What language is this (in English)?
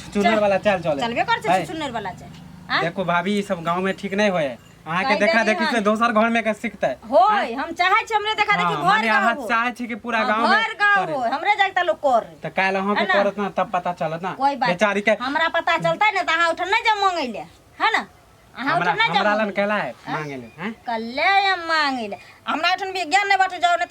Maithili